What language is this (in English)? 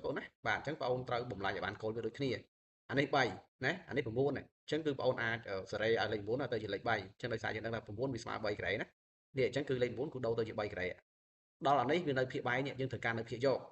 Khmer